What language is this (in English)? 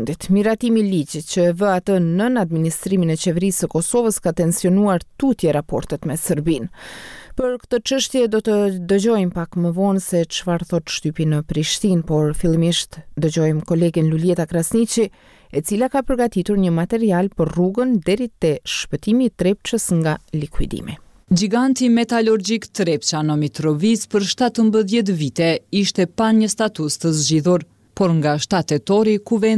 Albanian